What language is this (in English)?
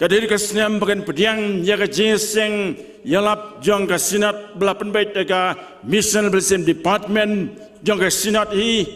Khasi